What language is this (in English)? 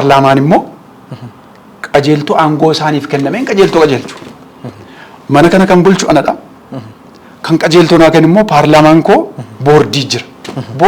Oromo